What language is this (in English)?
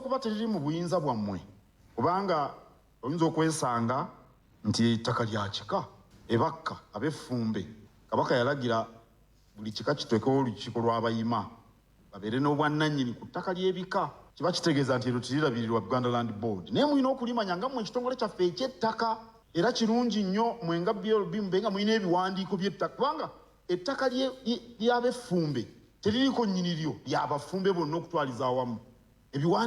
Ganda